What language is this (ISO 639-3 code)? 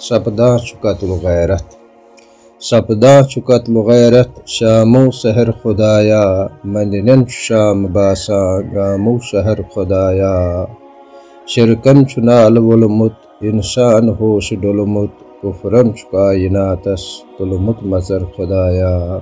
kas